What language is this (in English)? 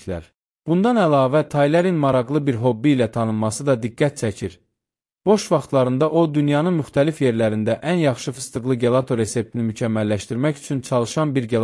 Azerbaijani